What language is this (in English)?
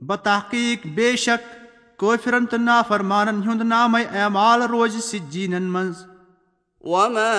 Kashmiri